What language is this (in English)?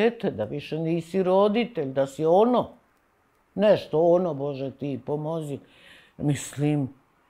Serbian